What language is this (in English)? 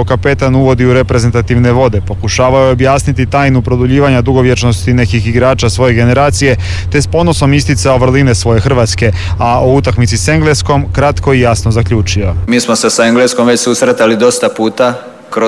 Croatian